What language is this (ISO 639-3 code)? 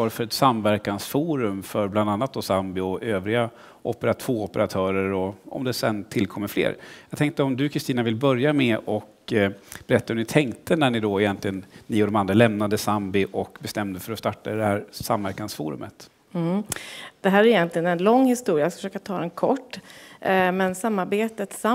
swe